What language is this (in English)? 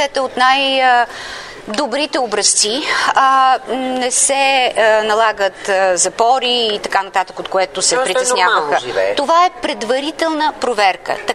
Bulgarian